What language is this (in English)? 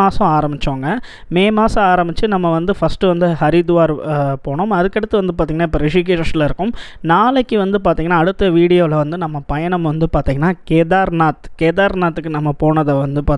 Tamil